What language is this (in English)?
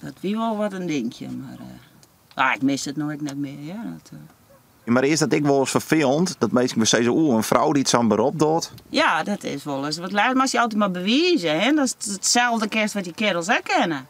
Western Frisian